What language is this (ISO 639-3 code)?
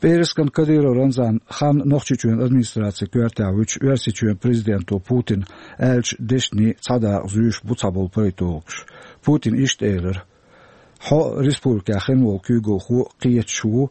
che